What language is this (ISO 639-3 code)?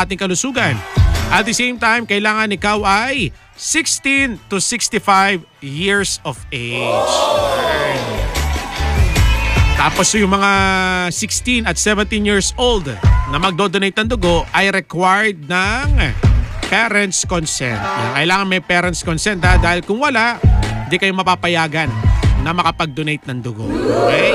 fil